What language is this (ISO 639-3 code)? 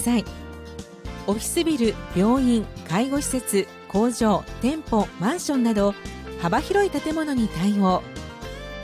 jpn